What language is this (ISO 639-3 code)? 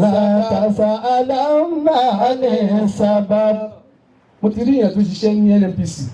yor